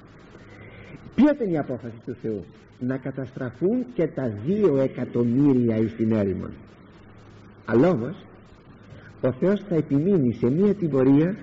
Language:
Greek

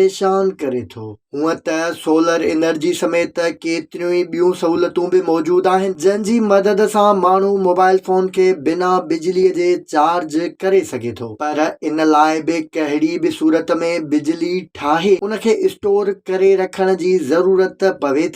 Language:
Sindhi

